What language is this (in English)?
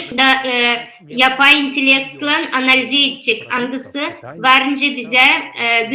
Gagauz